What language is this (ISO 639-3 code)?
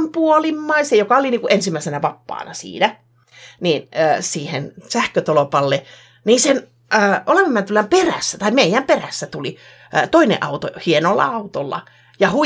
fin